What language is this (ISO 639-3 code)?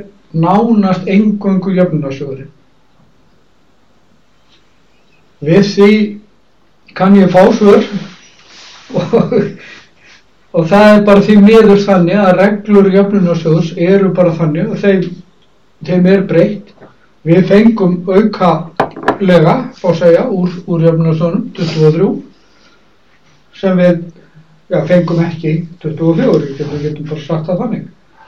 isl